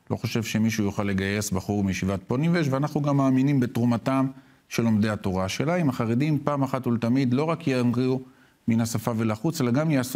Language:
Hebrew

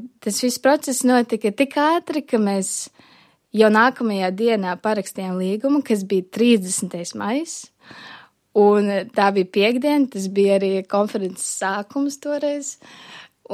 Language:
Latvian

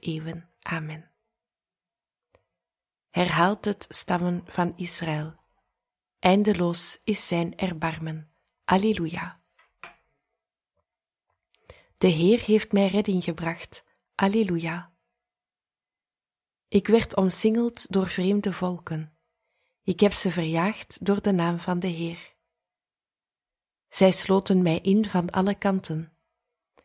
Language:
Dutch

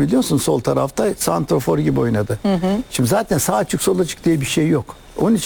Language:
Turkish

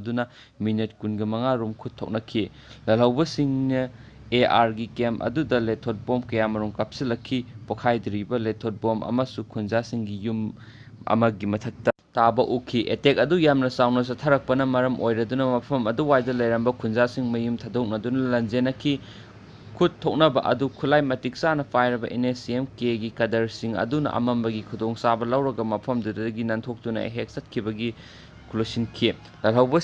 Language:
Manipuri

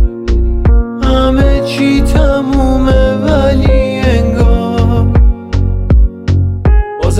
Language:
Persian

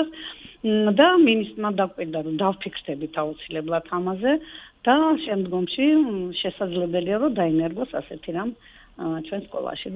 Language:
Georgian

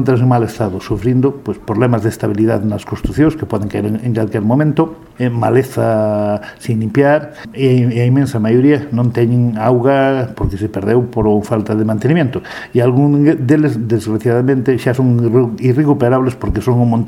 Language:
Galician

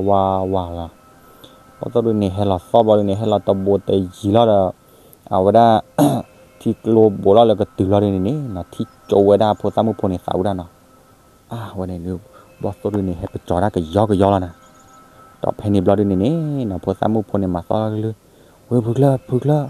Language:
S'gaw Karen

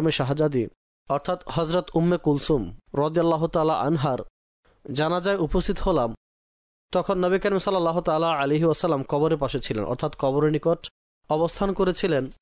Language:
Bangla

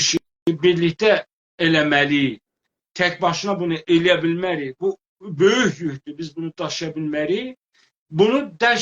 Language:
South Azerbaijani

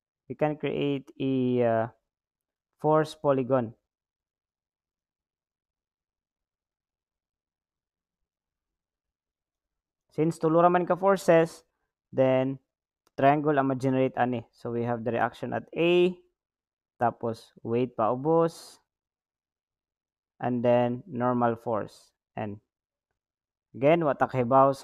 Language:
Cebuano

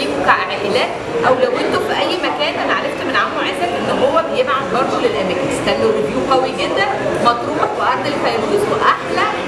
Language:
Egyptian Arabic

